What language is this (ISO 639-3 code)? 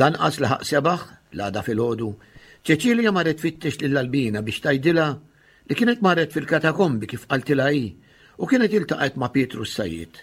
mlt